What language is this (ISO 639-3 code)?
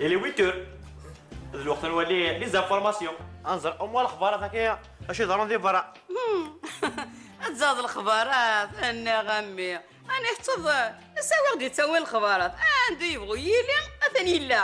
kab